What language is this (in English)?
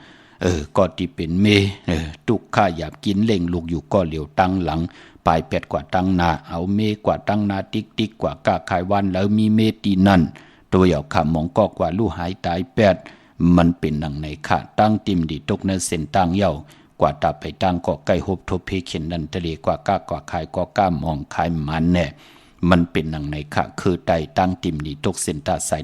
Shan